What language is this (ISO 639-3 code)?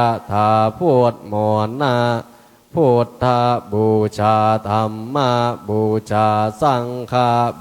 pli